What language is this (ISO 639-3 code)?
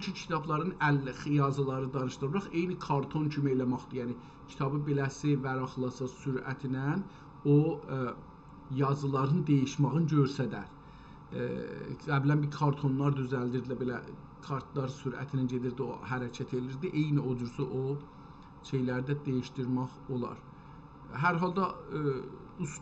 azb